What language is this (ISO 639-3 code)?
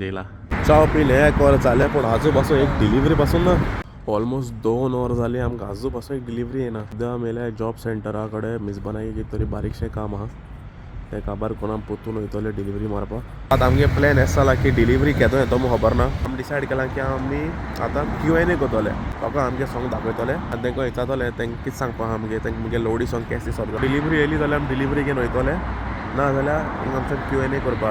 kok